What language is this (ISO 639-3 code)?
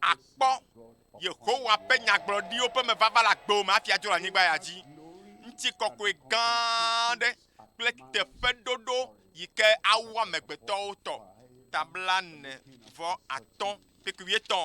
ewe